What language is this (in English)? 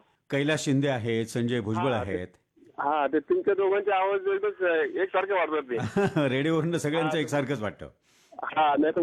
Marathi